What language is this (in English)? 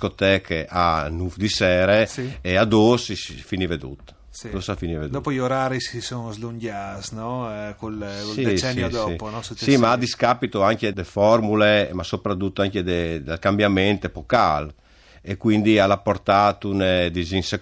Friulian